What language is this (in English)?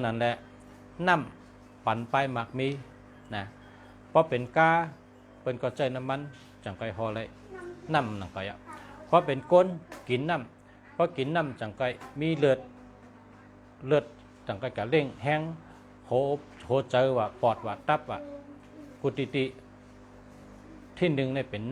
Shan